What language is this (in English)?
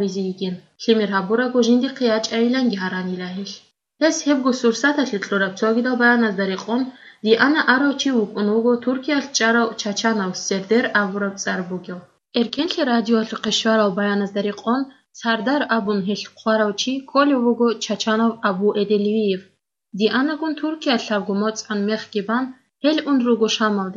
Avaric